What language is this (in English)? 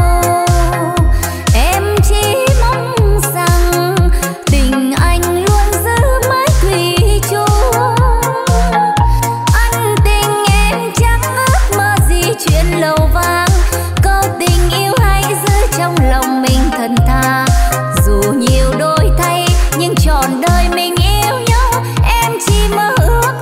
Vietnamese